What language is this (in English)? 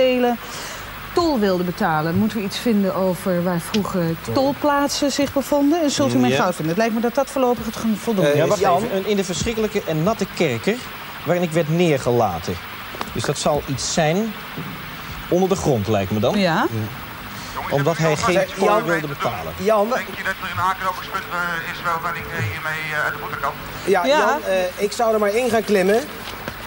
Dutch